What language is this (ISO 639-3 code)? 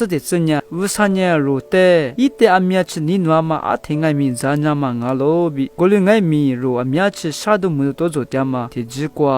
lis